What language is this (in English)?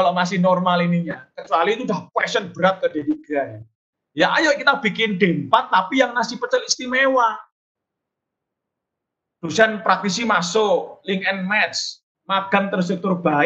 Indonesian